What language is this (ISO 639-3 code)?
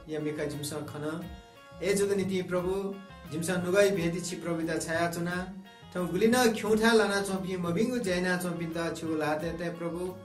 new